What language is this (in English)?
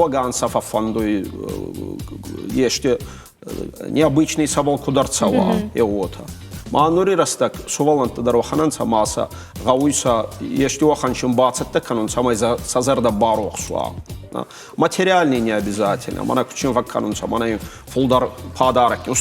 Ossetic